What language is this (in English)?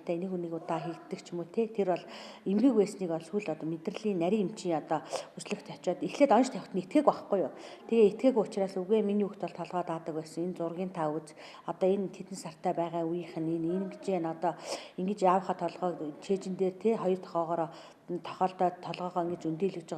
Mongolian